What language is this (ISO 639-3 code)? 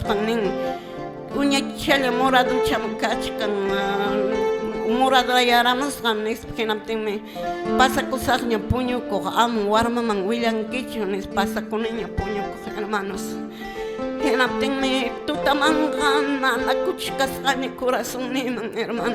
que